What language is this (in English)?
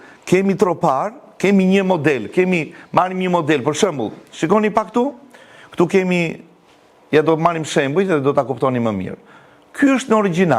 Albanian